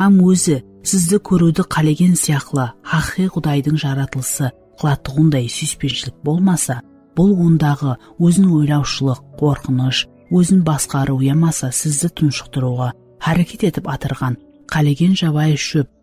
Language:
Kara-Kalpak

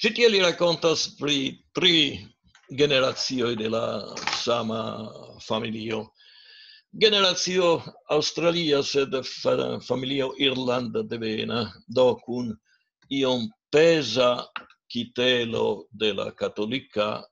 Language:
Esperanto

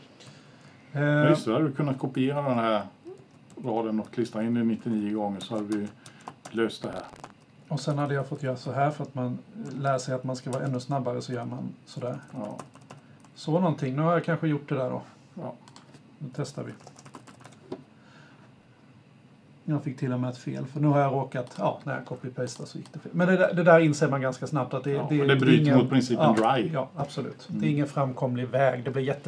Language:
Swedish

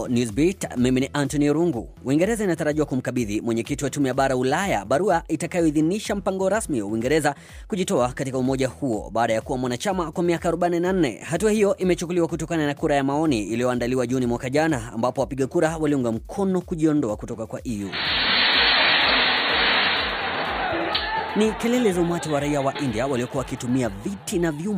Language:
Swahili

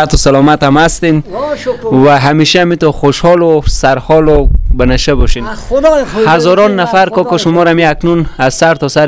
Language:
Persian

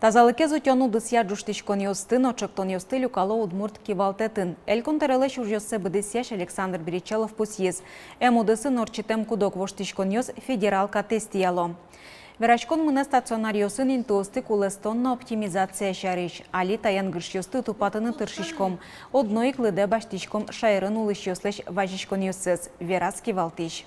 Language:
Udmurt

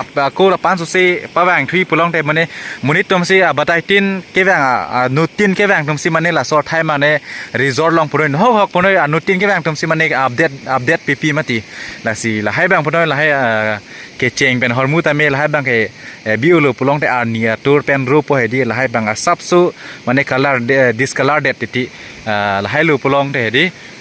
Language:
Karbi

